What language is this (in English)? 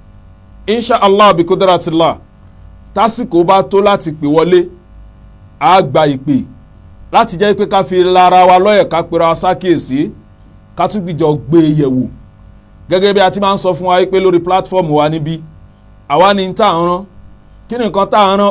Yoruba